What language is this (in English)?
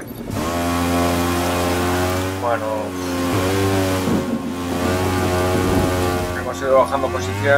Spanish